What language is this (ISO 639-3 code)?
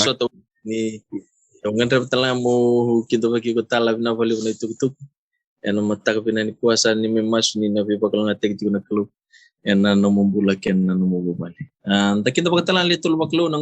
fij